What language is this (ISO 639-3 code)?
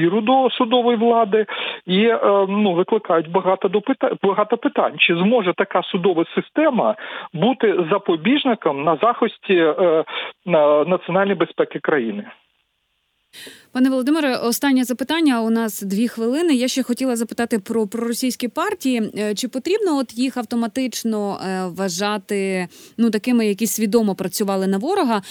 ukr